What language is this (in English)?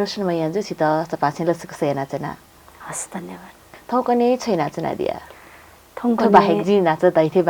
Newari